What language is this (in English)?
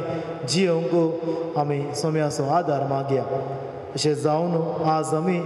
Konkani